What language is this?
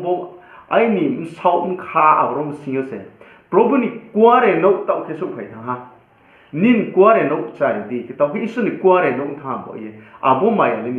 Riang (India)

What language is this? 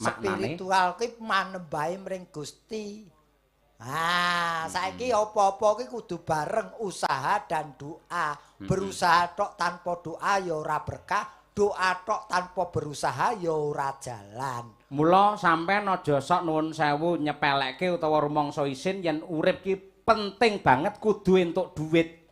Javanese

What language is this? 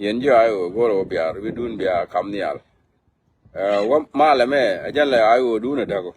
Nuer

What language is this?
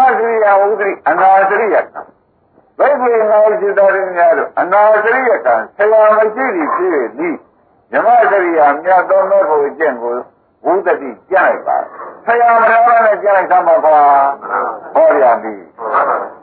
Burmese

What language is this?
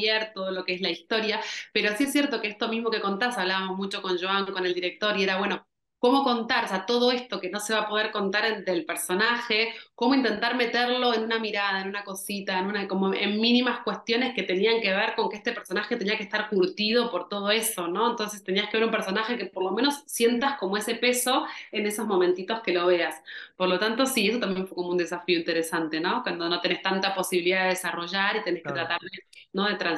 Spanish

